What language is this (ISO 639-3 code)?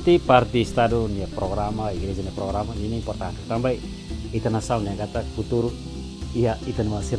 tet